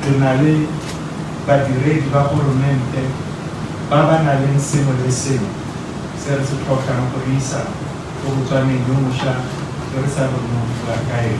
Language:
Tswana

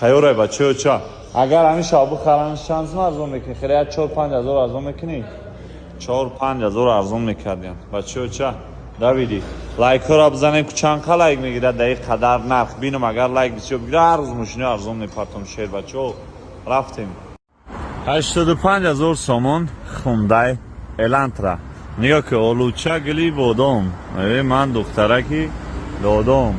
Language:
Tajik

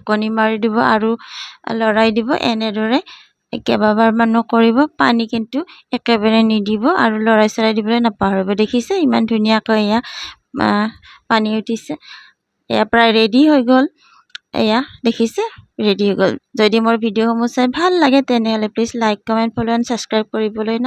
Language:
Assamese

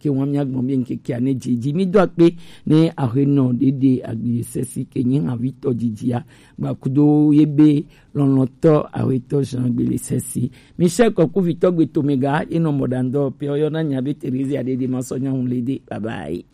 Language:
Gen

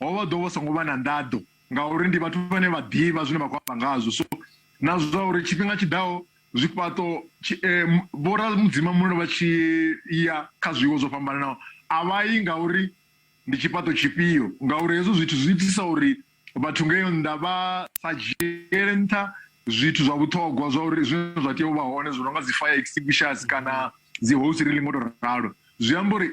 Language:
Venda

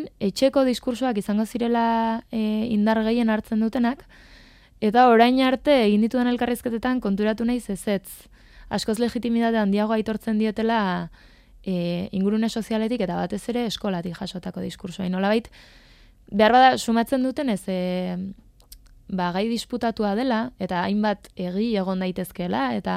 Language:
Basque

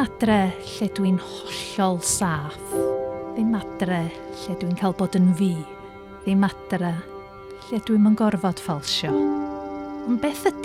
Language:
Welsh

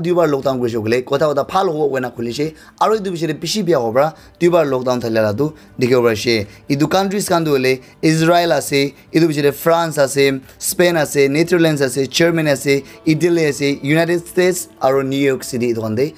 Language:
Naga Pidgin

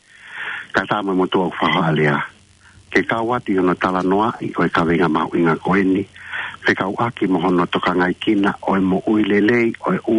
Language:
Tongan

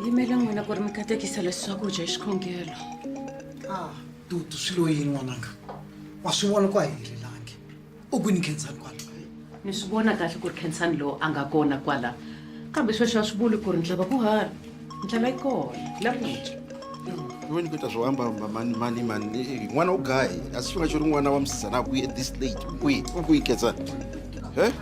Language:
Tsonga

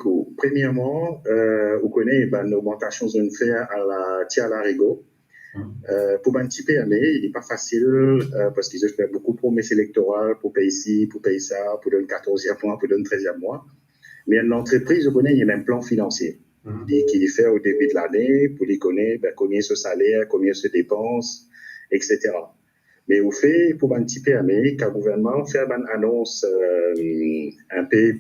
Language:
Morisyen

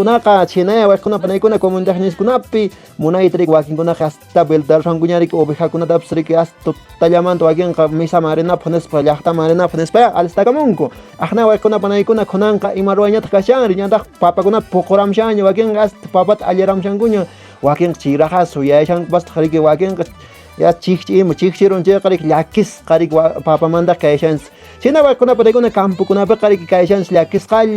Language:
Quechua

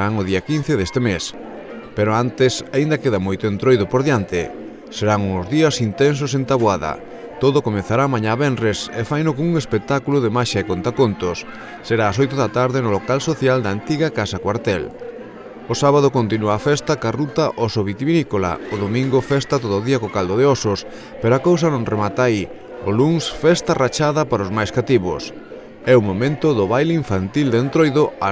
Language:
Galician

